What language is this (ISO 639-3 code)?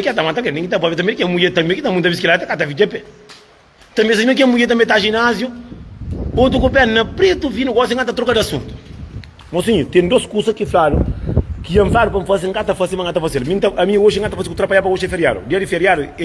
kea